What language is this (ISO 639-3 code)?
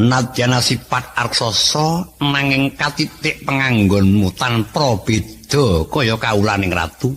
jav